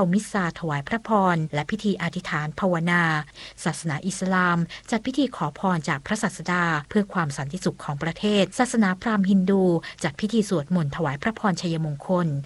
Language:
Thai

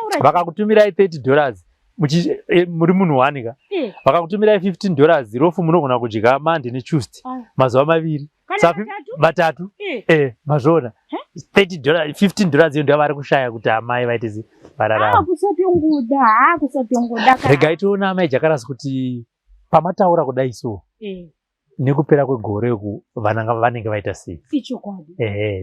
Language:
Shona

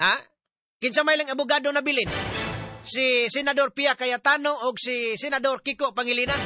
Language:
Cebuano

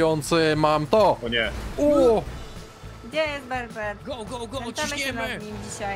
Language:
Polish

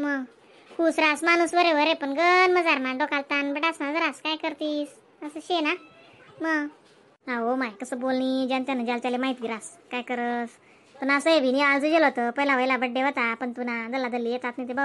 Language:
Khandesi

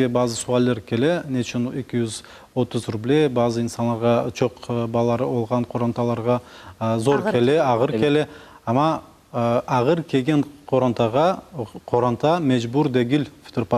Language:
Crimean Tatar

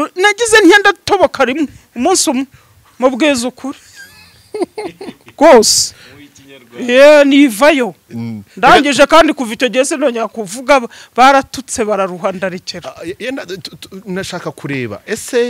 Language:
Kinyarwanda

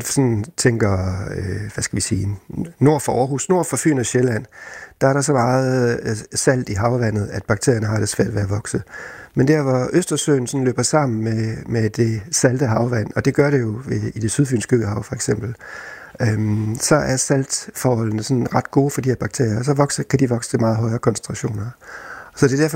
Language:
Danish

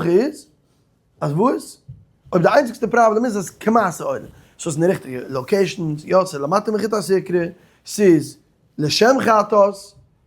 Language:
Yiddish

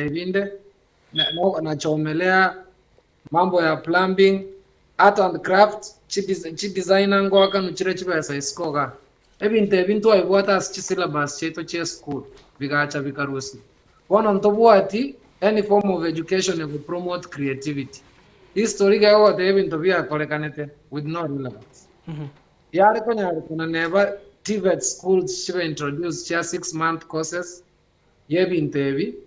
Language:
Gusii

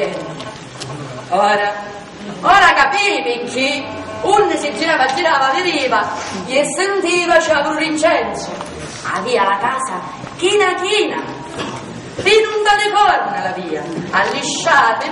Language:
Sicilian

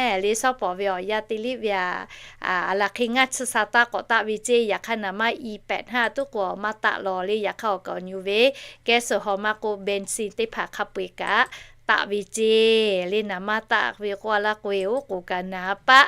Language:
Lahu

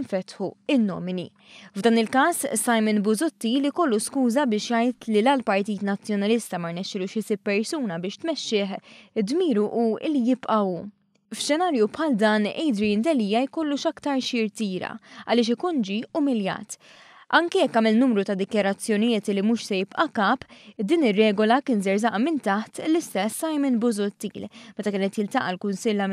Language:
Maltese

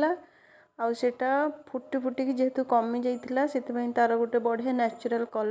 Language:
Odia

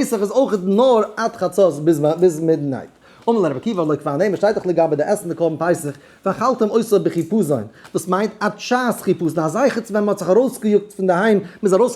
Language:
Yiddish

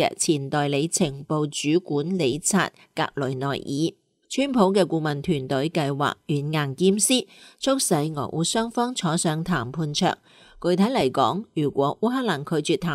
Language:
Cantonese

